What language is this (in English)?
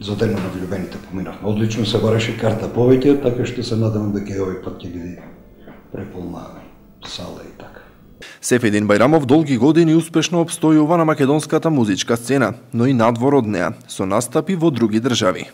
Macedonian